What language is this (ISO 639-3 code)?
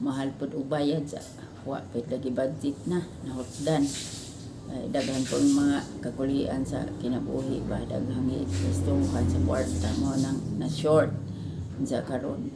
ceb